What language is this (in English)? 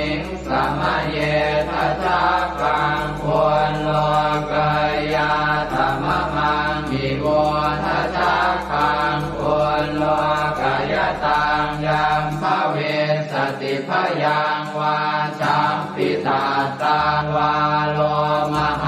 Pali